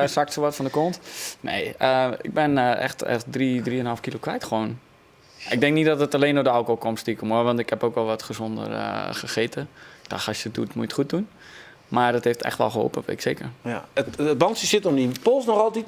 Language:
Western Frisian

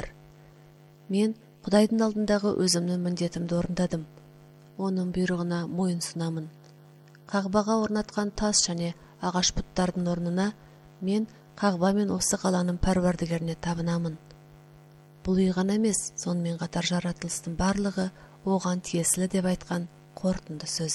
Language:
Kazakh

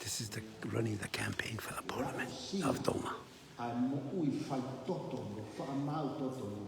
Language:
Tongan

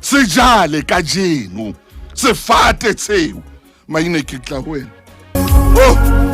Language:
Southern Sotho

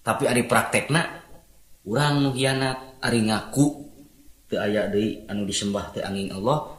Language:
Sundanese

